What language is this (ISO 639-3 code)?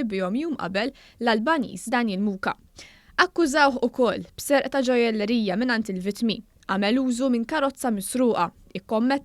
mlt